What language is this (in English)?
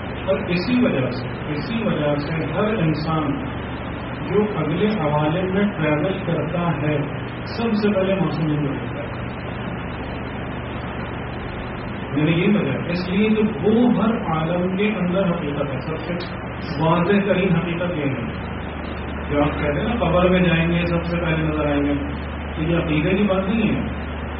Urdu